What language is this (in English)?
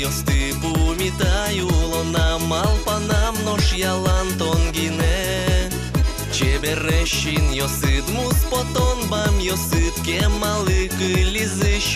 Udmurt